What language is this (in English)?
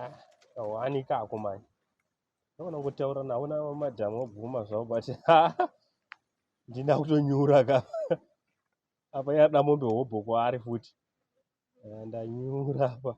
Shona